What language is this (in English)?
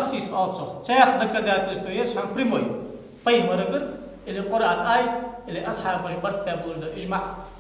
Ingush